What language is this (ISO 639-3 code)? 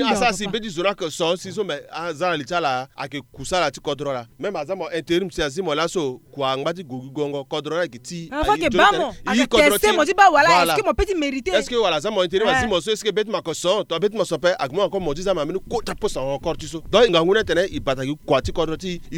sag